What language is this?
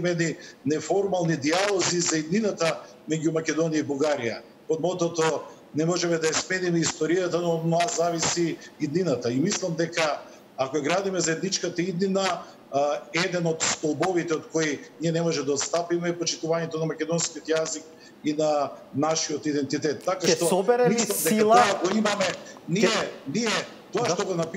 Macedonian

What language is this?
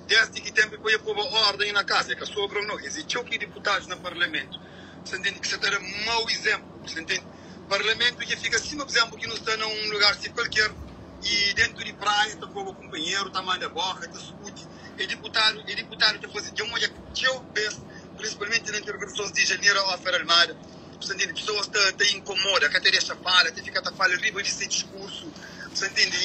Kabuverdianu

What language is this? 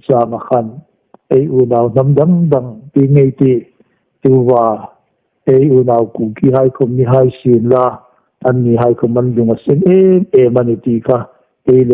Hmar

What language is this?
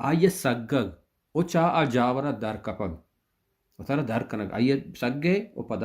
Baluchi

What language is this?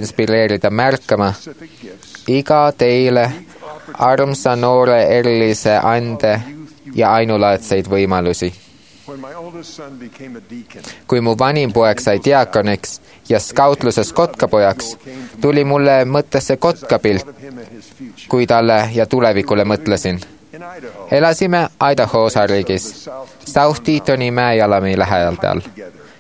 Estonian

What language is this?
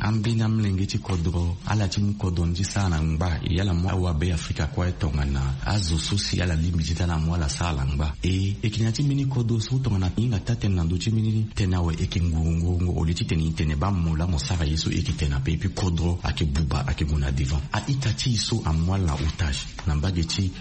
Sango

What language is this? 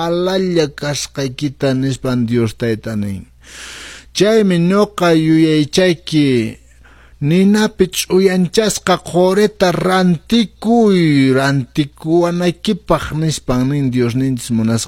Quechua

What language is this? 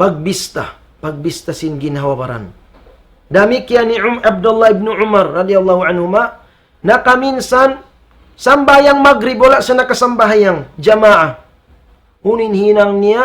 Tausug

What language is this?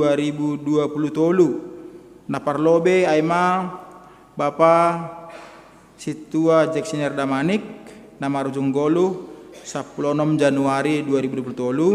Batak Simalungun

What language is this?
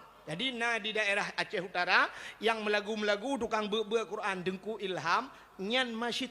Achinese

